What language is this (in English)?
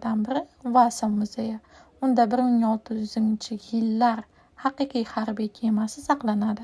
Uzbek